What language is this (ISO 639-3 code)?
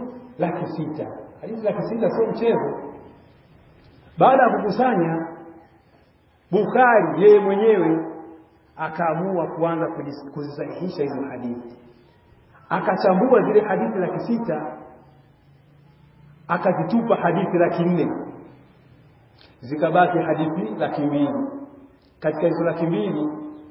swa